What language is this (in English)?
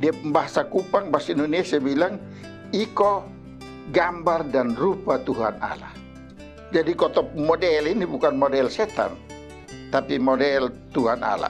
Kupang Malay